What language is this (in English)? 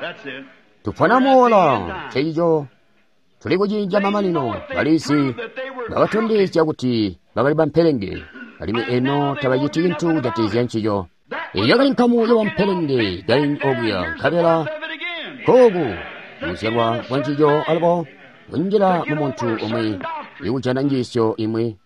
Tonga (Zambia)